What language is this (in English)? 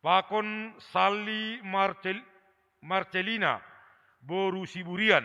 Batak Simalungun